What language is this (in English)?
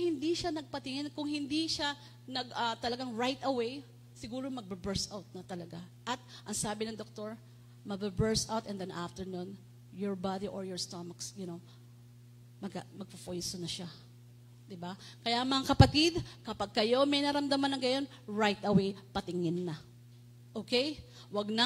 Filipino